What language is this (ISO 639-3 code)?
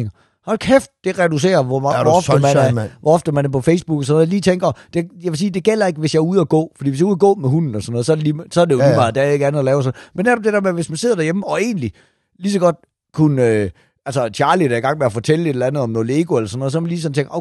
dan